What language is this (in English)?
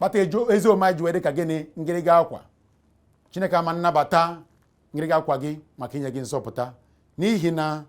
Igbo